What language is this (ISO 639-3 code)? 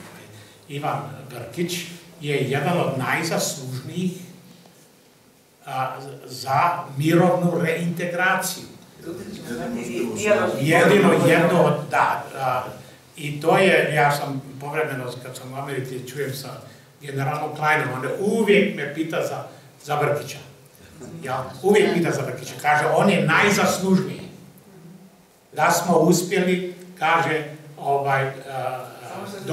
hrv